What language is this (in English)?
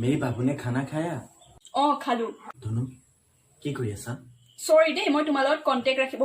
Assamese